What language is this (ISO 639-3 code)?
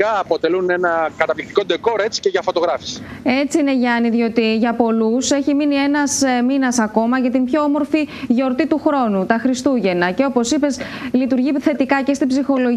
ell